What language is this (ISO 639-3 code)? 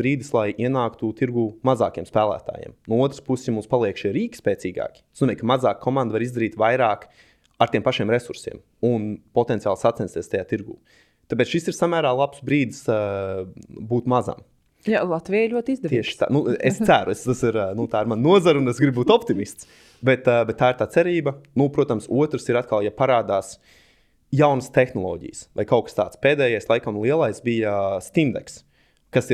lav